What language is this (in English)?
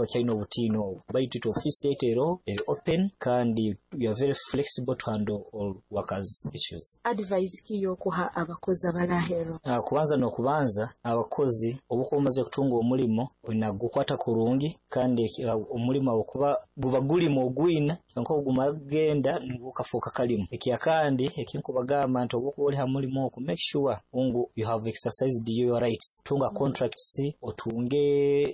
Nyoro